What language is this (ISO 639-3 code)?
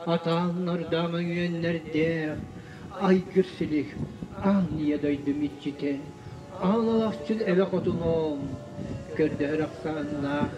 sah